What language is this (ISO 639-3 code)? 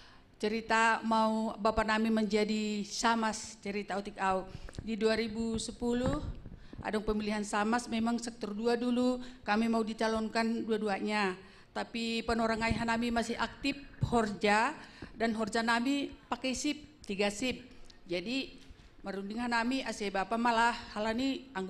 bts